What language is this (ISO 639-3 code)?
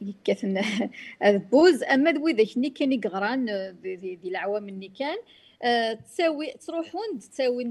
kab